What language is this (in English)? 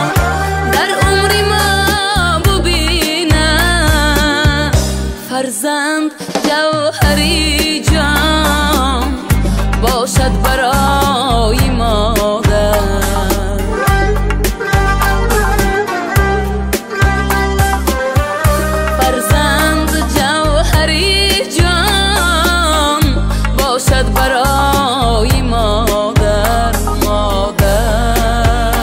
Persian